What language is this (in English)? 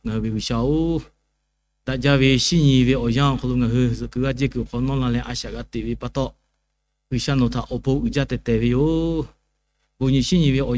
Lahu